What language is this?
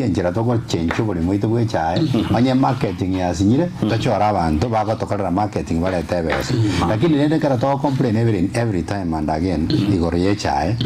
Gusii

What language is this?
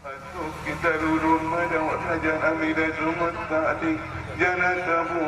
Batak Angkola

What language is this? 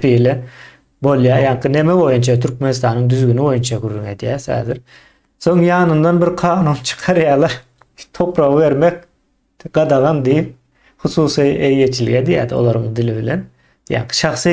Turkmen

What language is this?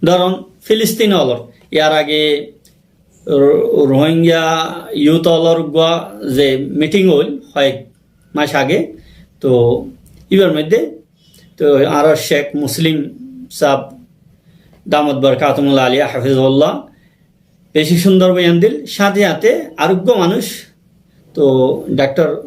Rohingya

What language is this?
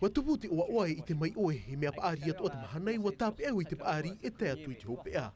Tahitian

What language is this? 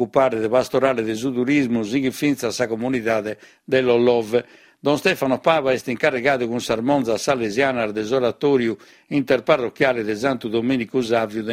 Sardinian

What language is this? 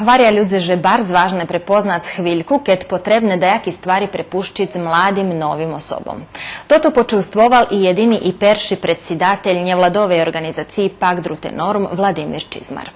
Rusyn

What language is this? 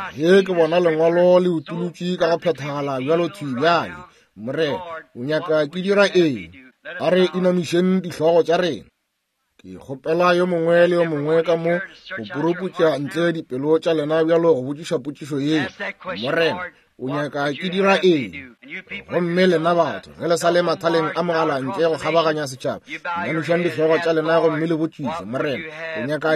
Northern Sotho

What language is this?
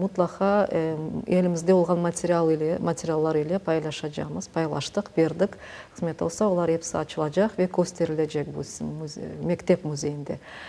Crimean Tatar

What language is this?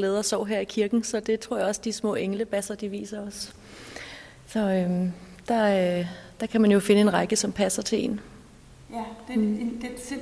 Danish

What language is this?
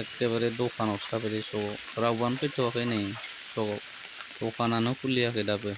Bodo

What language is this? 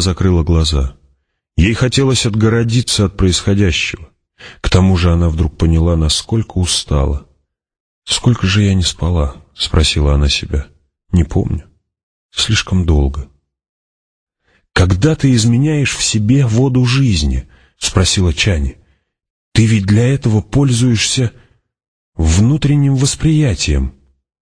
Russian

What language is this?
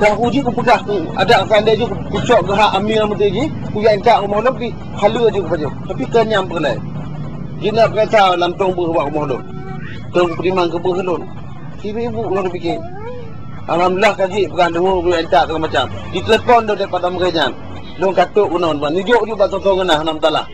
Achinese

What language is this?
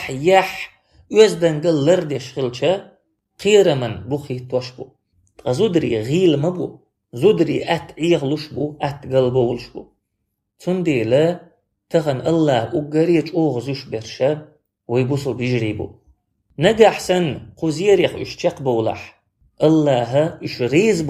Chechen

